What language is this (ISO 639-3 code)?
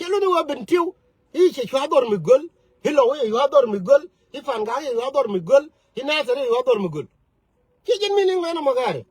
nus